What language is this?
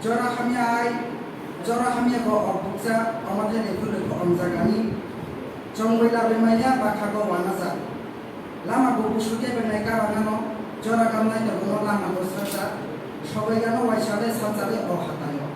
Kok Borok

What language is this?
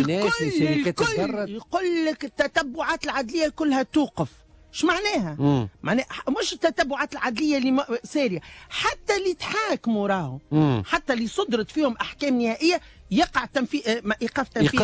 Tunisian Arabic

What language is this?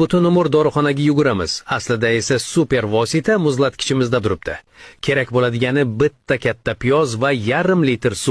Uzbek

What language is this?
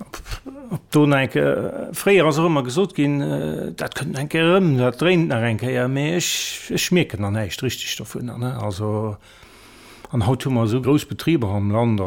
Luxembourgish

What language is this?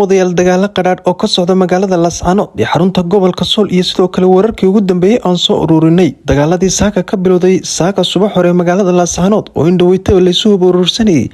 Somali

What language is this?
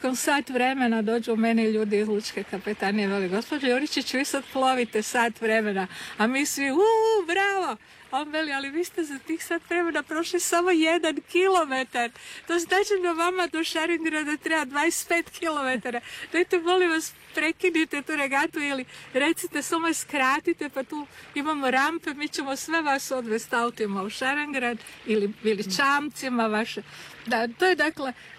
Croatian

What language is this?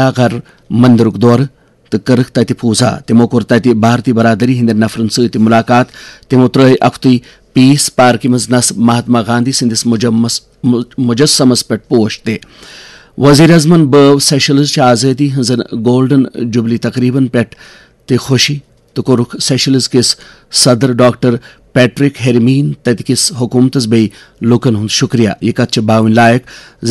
Kashmiri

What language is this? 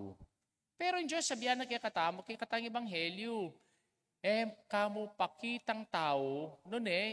Pampanga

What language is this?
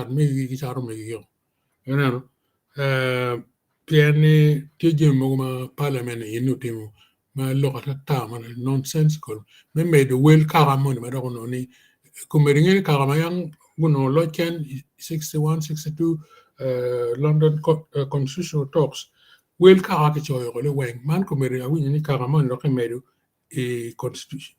Acoli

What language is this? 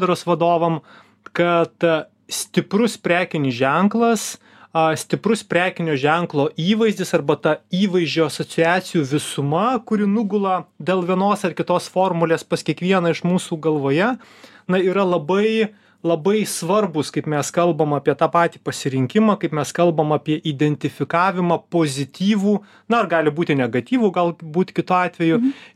Lithuanian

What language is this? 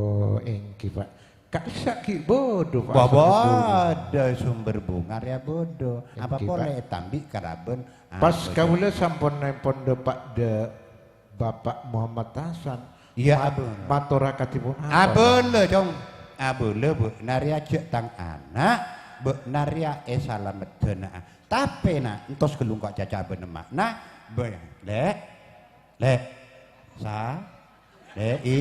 Madurese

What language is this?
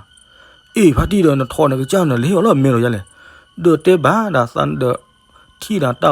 S'gaw Karen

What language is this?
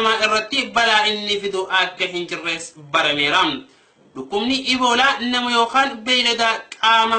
Oromo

